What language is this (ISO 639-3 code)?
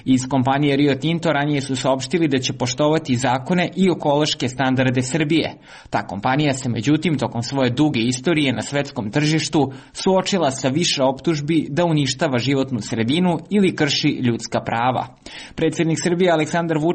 srp